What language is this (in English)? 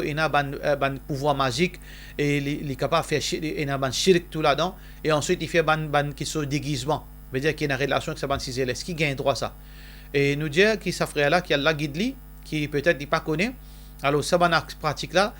Morisyen